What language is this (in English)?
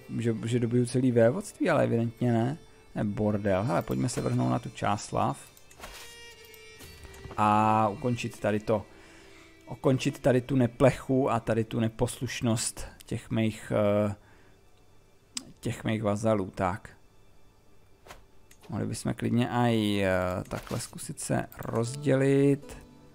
Czech